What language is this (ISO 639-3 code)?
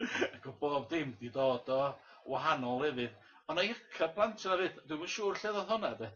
cym